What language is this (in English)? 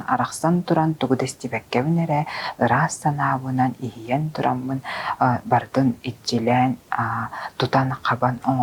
Yakut